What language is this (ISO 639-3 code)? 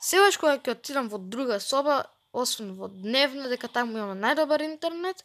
mkd